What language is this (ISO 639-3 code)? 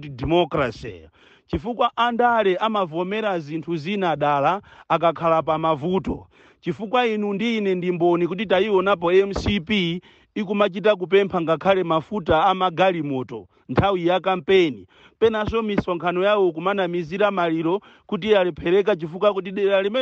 nya